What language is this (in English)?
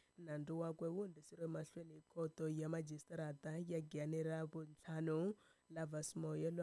Tsonga